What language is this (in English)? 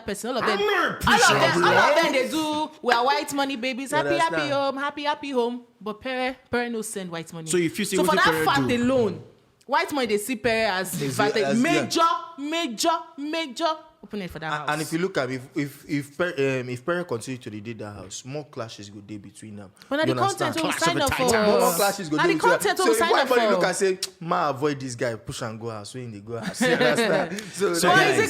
Nigerian Pidgin